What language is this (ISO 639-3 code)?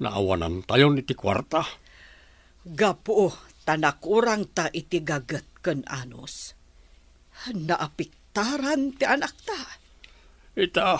ilo